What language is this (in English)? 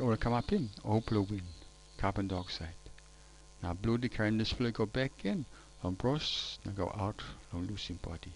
Tok Pisin